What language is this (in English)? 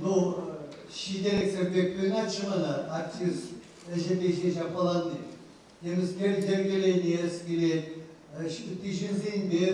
Chuvash